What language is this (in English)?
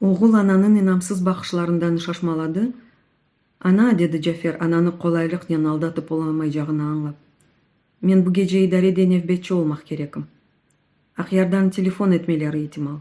Crimean Tatar